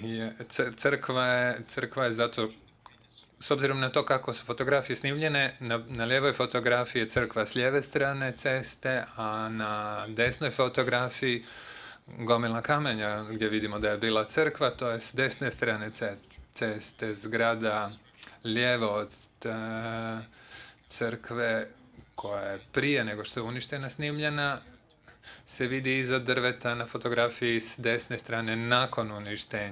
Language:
Bosnian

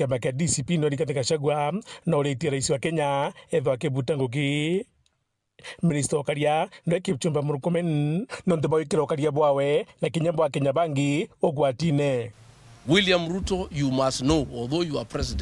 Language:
Meru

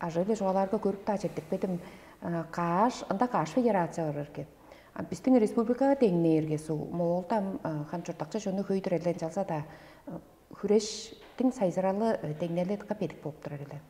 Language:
Tuvinian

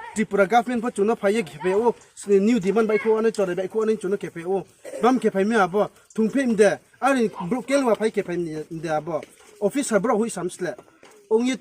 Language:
Riang (India)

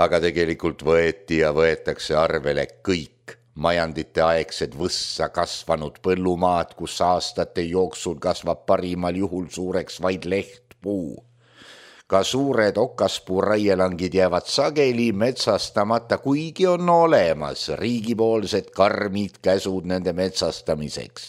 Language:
Estonian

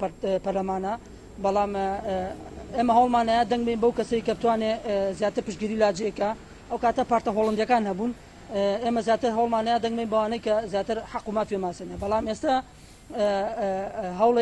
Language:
Central Kurdish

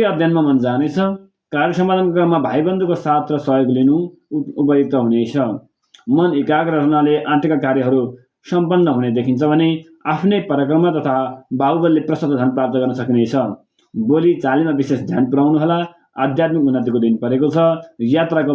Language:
Nepali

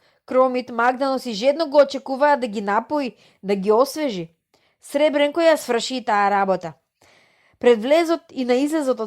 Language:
Macedonian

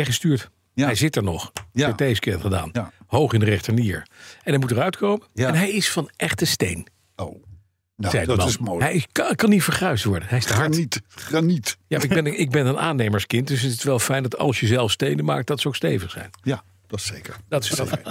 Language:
Dutch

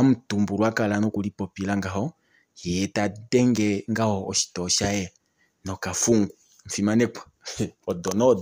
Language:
Kuanyama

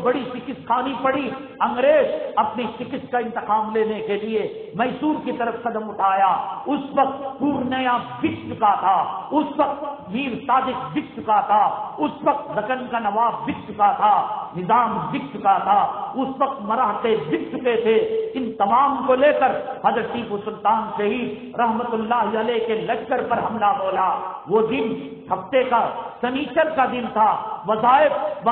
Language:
Urdu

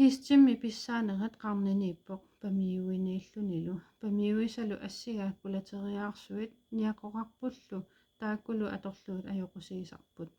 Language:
Kalaallisut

